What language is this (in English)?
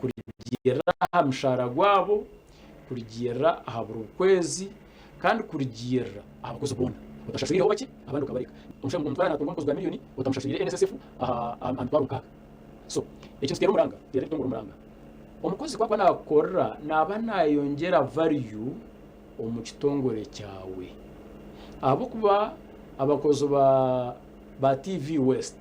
Nyankole